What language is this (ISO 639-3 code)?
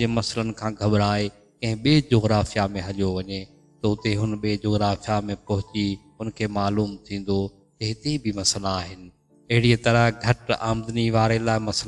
snd